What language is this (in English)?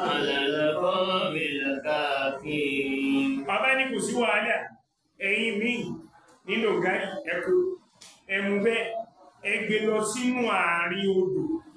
Yoruba